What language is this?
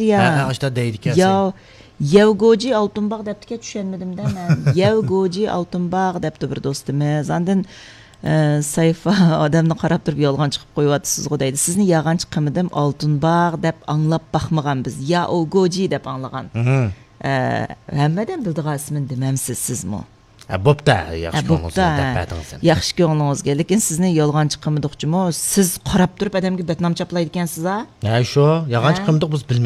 Uyghur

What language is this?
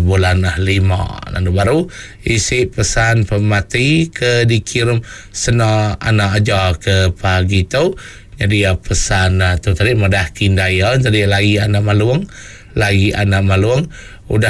Iban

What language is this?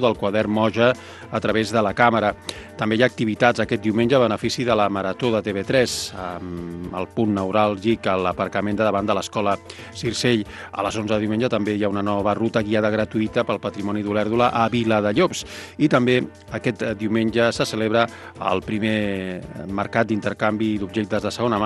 Catalan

